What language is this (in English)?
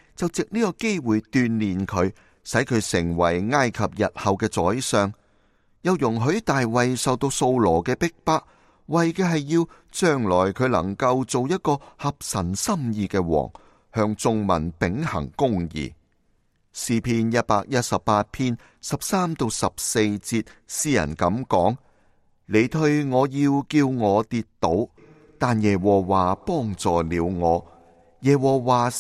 Cantonese